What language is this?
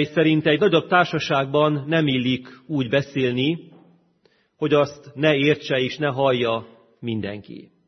Hungarian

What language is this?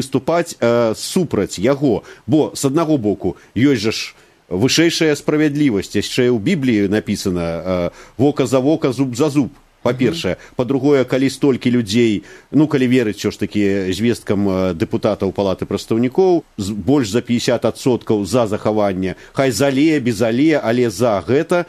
Belarusian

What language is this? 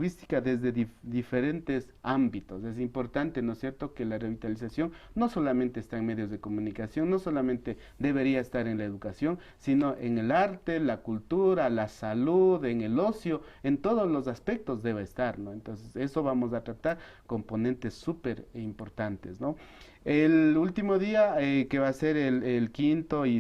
Imbabura Highland Quichua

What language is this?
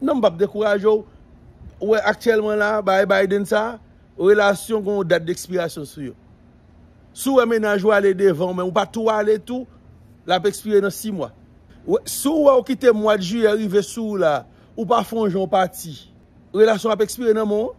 Haitian Creole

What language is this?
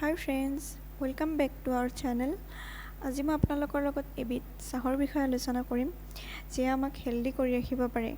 Assamese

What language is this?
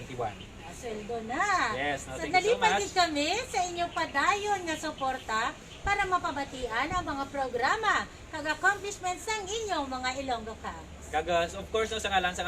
Hiligaynon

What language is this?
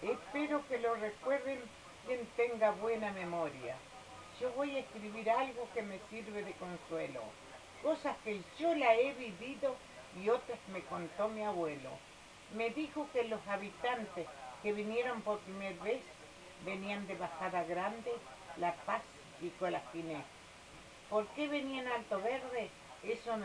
Spanish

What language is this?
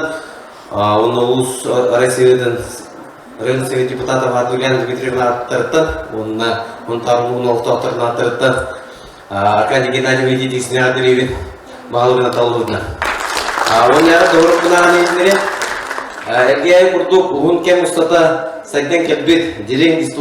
Yakut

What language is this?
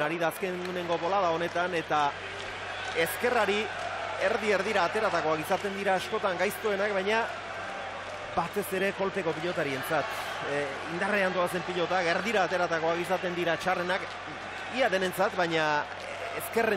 Basque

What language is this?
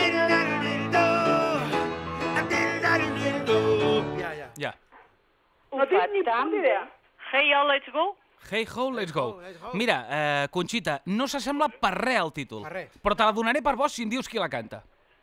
Catalan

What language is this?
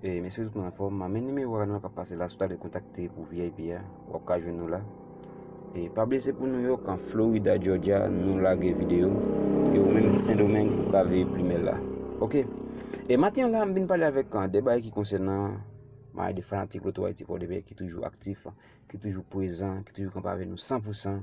Haitian Creole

